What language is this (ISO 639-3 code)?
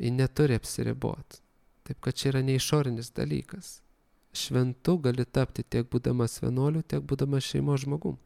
lit